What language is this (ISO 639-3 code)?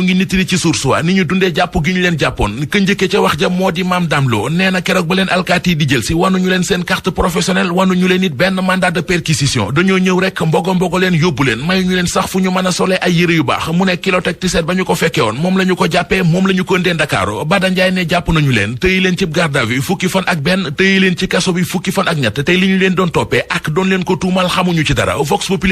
wol